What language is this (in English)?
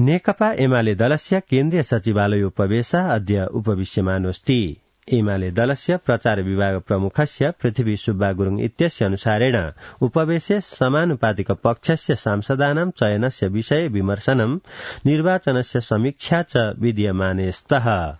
Sanskrit